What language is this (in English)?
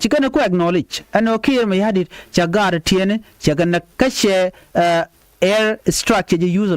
Nuer